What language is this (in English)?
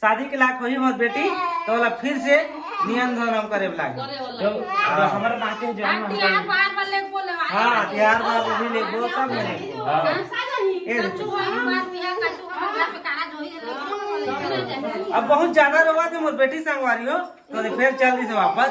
Chhattisgarhi